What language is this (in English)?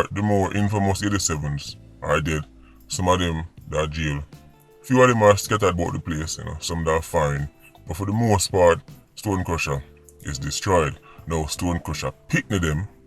Jamaican Creole English